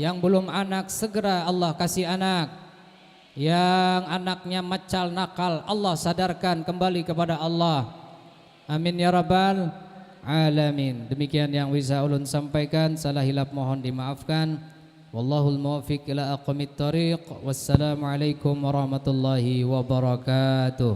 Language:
Banjar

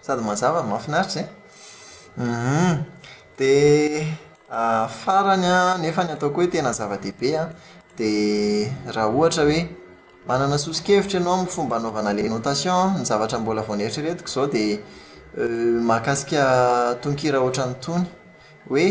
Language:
Malagasy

